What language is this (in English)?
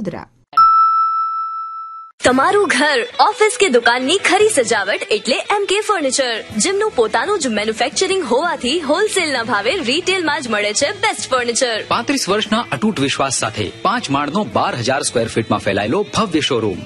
Gujarati